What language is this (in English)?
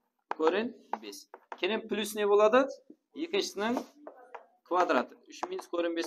Kara-Kalpak